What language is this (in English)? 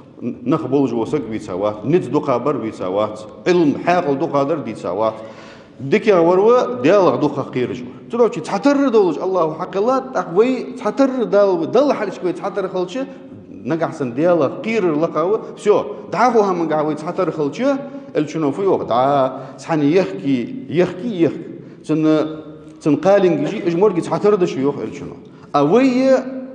Ingush